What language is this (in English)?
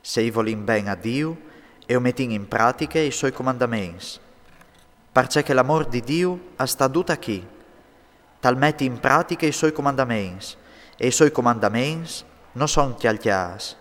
Friulian